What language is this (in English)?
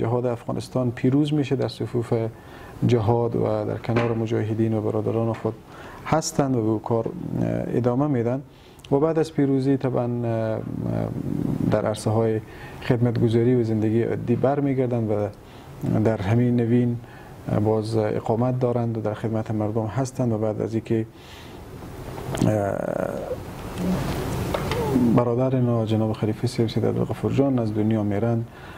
Persian